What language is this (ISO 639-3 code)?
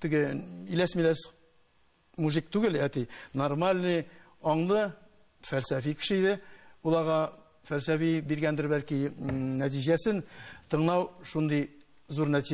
tat